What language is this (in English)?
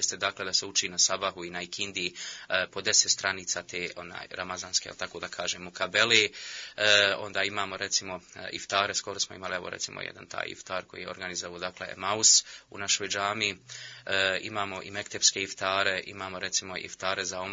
Bosnian